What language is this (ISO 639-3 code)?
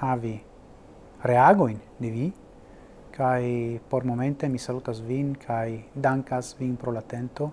epo